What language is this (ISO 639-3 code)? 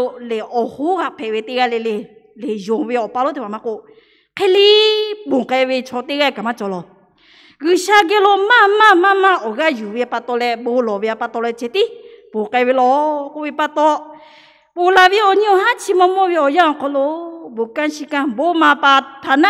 lhu